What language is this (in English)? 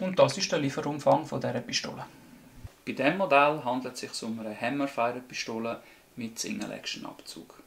Swiss German